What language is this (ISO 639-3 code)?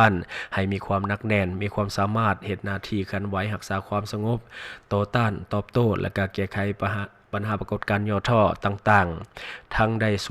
lao